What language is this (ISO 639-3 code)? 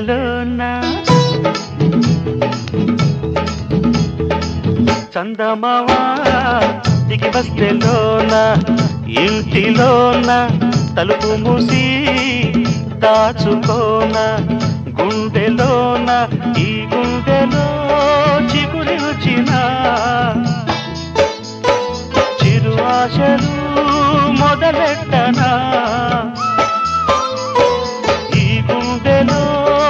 tel